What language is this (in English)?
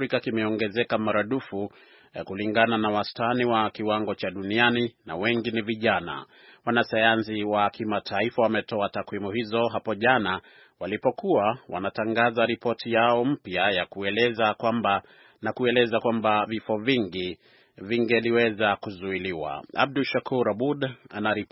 Swahili